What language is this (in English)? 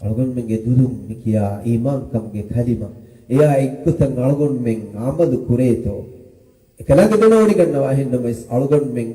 Divehi